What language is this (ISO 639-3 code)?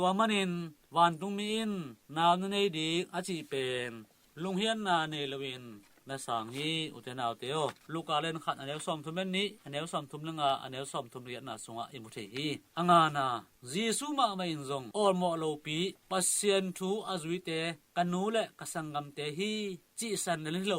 ctd